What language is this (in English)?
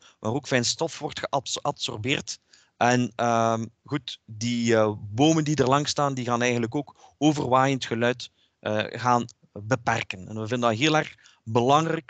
Dutch